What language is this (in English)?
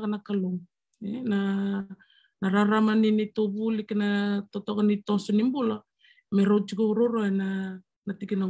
Fijian